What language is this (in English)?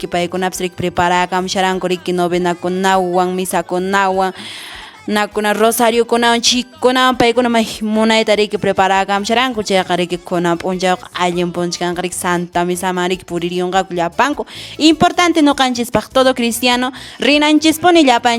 Quechua